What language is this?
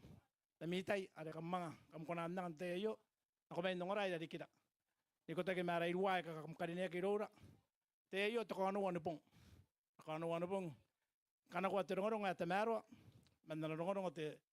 Gilbertese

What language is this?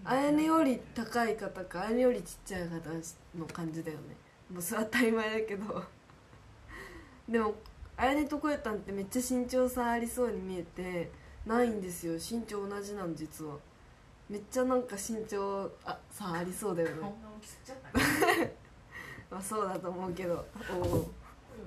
Japanese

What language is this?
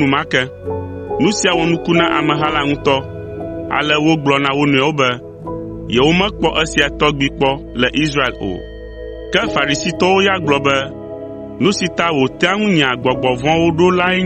Ewe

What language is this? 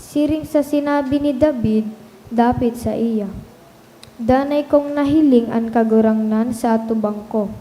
Bikol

